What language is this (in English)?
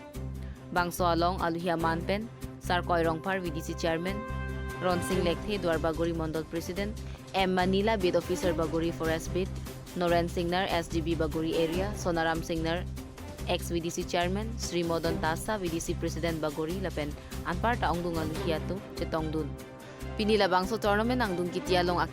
Karbi